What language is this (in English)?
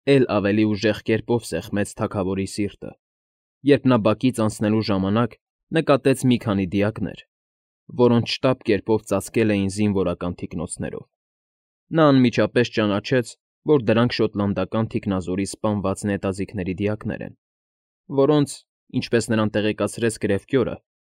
Armenian